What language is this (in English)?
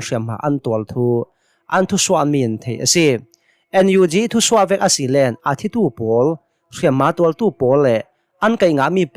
Hakha Chin